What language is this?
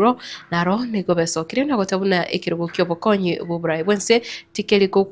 Gusii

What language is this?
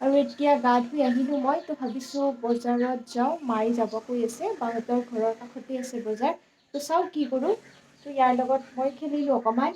Assamese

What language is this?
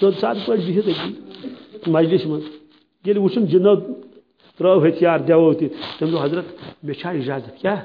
Kashmiri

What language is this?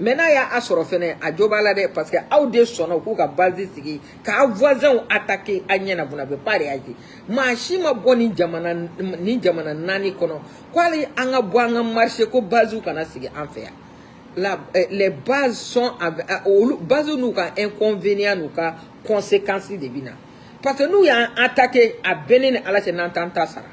Bambara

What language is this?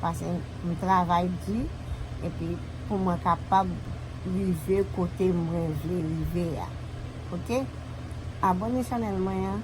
Haitian Creole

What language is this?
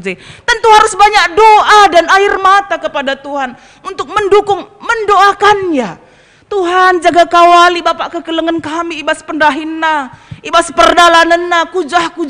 Batak Karo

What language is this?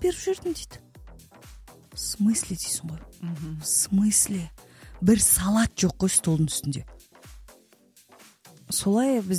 Kazakh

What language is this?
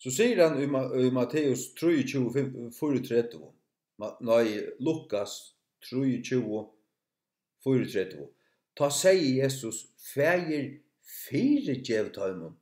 Faroese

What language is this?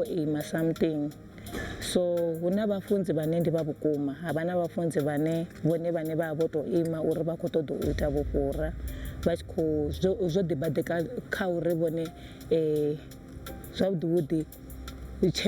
Venda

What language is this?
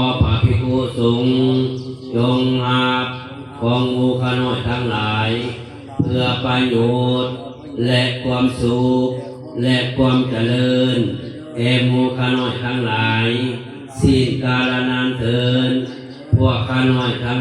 Pali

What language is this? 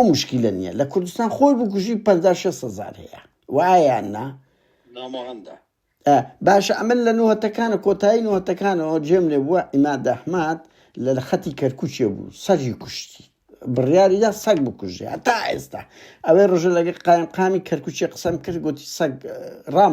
Central Kurdish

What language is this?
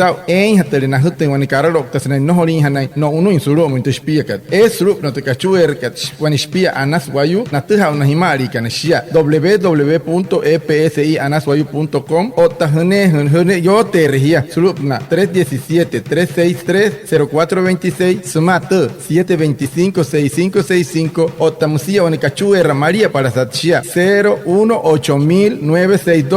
Wayuu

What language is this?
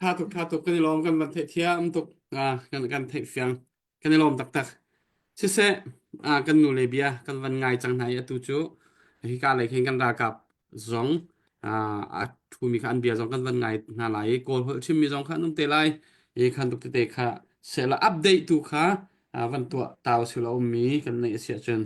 Hakha Chin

